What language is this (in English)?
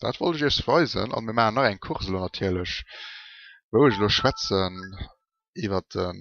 Luxembourgish